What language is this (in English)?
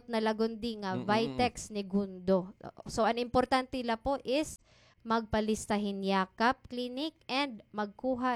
Waray